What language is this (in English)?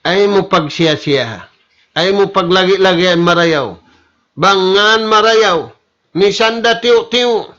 Tausug